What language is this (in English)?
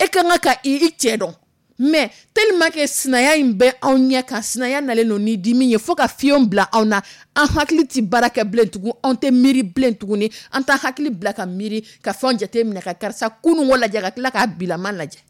Dyula